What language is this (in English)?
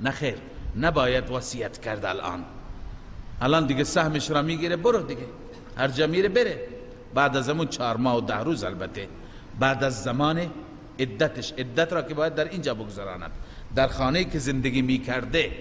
Persian